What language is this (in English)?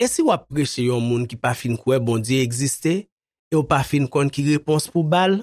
Haitian Creole